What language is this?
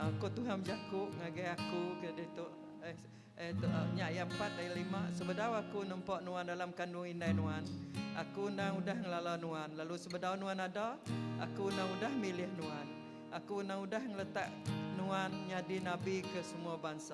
Iban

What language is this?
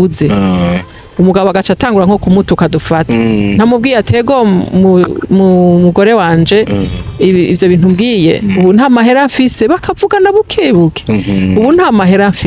Rundi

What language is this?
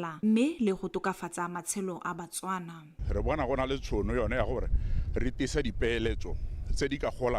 Tswana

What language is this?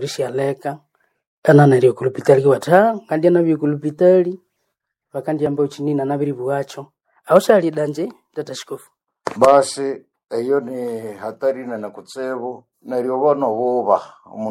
Nande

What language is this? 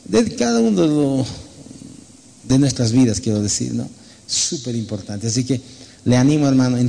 Spanish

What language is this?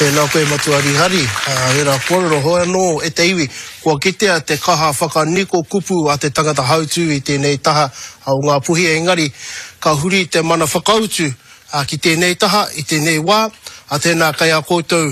Māori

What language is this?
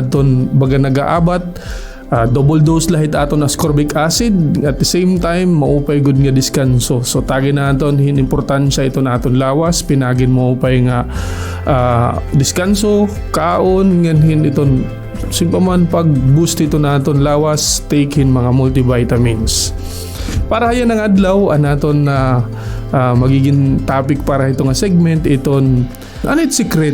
Waray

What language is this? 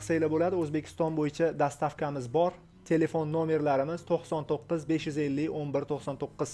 Uzbek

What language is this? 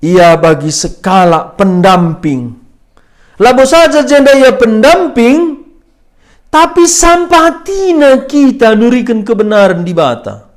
Batak Karo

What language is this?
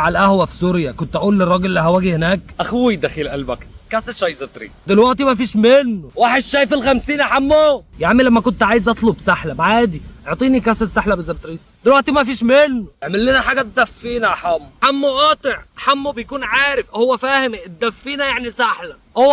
Egyptian Arabic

